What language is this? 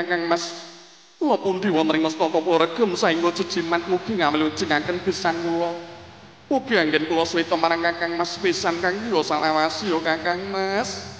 Javanese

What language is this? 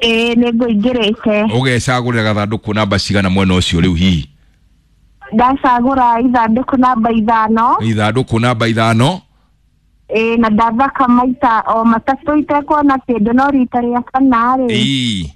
Kikuyu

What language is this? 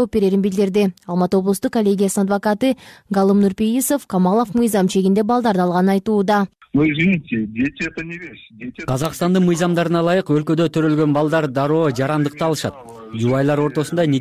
Kyrgyz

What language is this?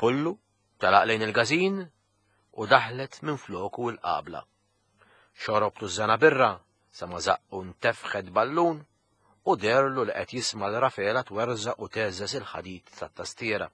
Maltese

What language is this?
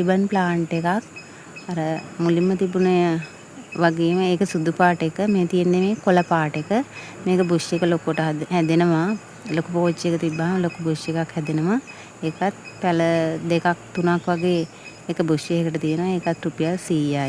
Sinhala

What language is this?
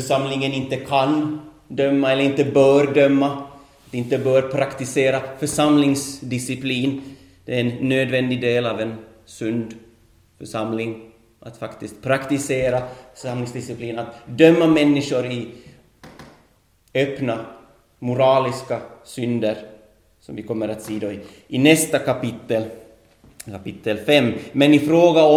Swedish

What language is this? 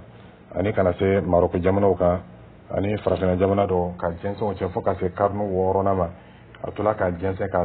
Dyula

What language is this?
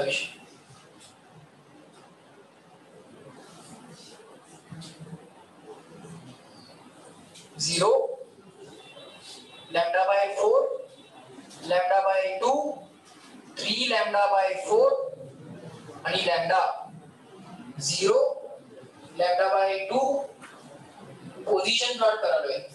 Marathi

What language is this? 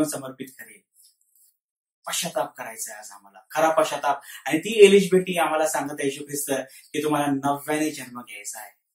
Marathi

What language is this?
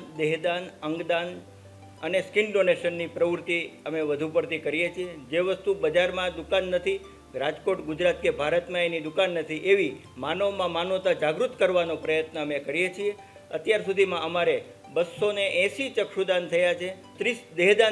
Gujarati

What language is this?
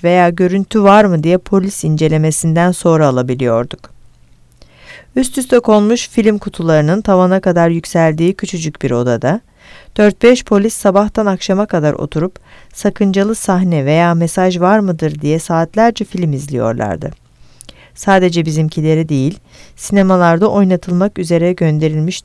Turkish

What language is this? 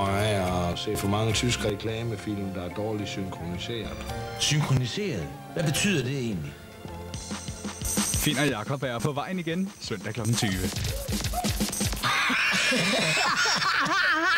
Danish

